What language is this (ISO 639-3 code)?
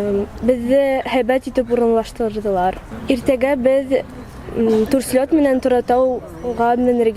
bak